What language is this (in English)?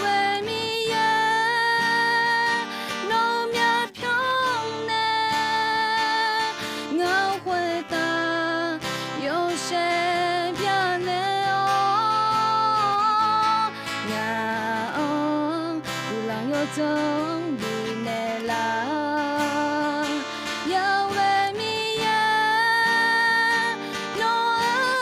Akha